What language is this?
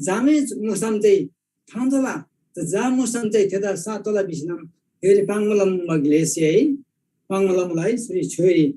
Eastern Tamang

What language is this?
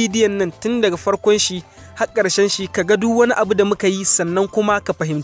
Hausa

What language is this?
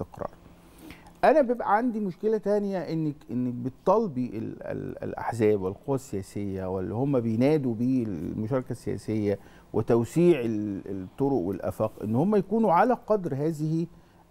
Egyptian Arabic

